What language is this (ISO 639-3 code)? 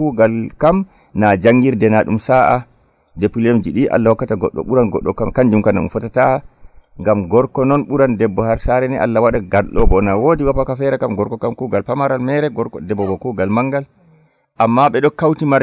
fuv